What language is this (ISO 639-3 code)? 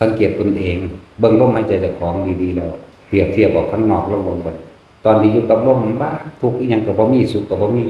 tts